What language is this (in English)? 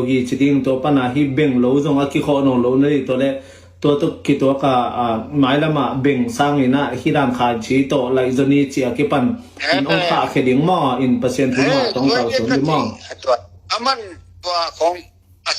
Tedim Chin